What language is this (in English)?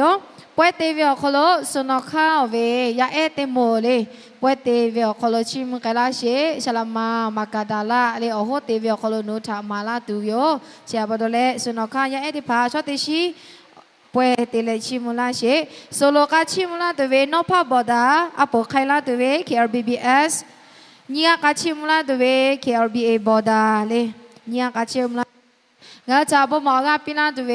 Lahu